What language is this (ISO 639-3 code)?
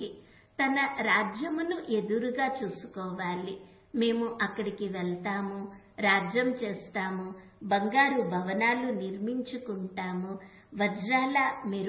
tel